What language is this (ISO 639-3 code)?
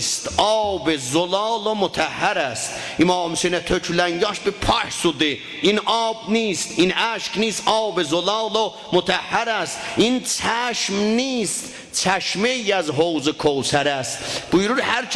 azb